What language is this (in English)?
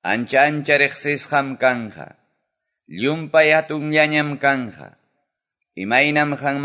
Quechua